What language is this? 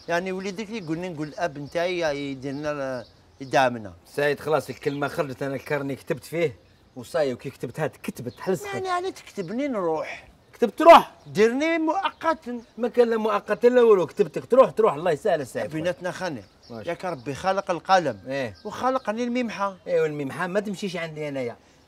Algerian Arabic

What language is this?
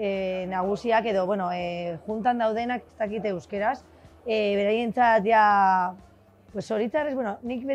Basque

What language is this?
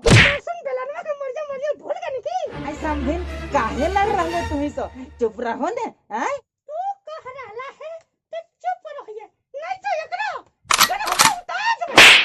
Magahi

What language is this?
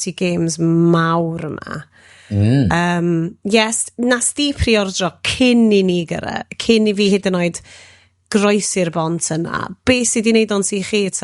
Welsh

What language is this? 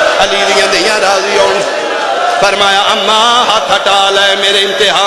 Pahari-Potwari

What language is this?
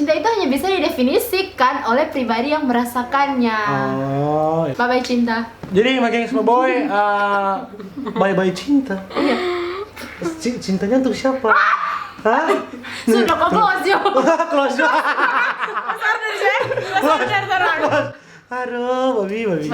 Manado Malay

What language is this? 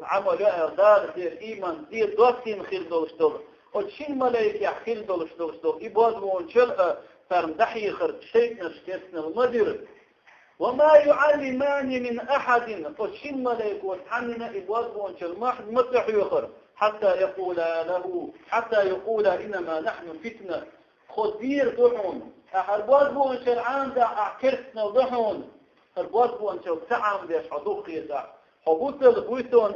Chechen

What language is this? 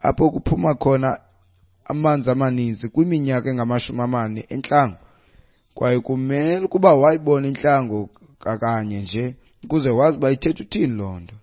Xhosa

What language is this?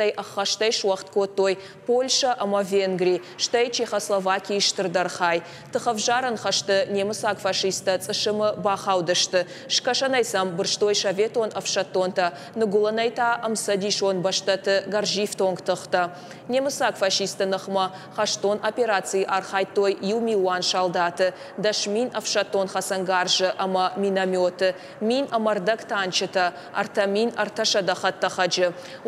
Ossetic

